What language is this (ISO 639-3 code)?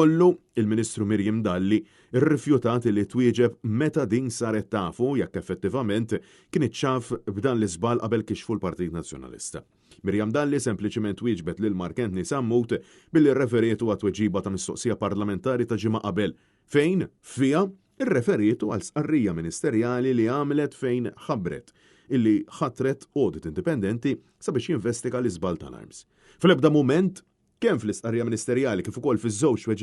mlt